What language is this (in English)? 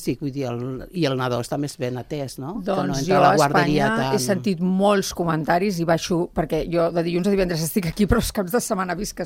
Catalan